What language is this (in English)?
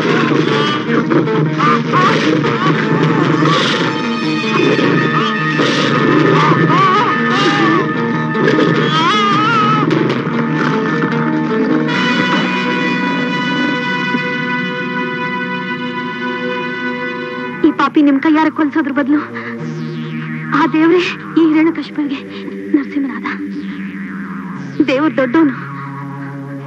Kannada